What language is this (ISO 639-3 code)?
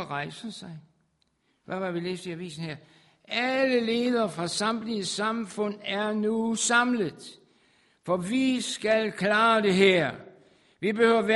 dan